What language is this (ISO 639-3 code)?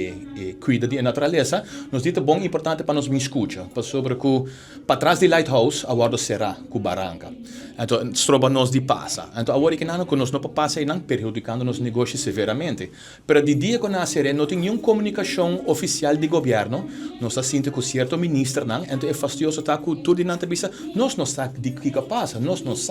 pap